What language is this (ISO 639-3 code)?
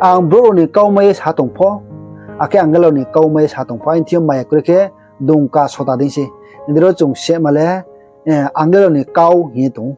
ria